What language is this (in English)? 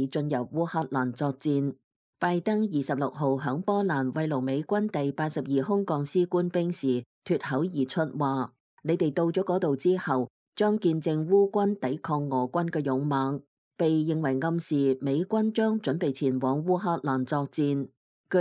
Cantonese